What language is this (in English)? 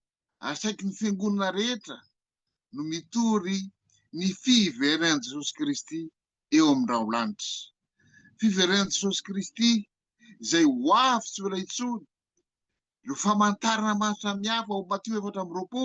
Malagasy